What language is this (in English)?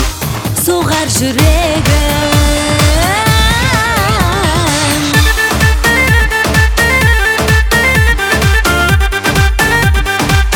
Kazakh